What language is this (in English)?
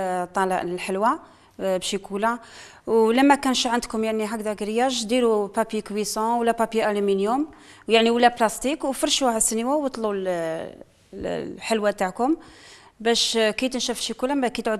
Algerian Arabic